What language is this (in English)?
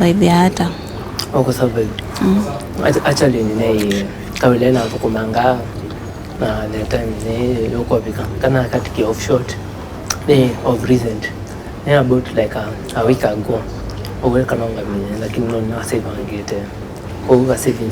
Kamba